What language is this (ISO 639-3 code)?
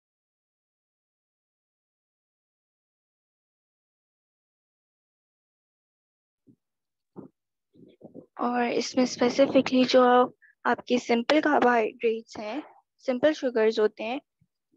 hin